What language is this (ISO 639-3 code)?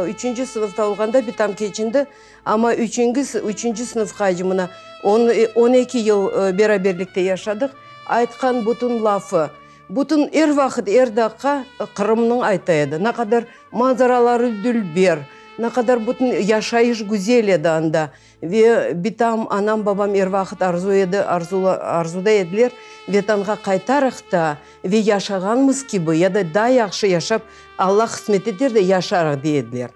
crh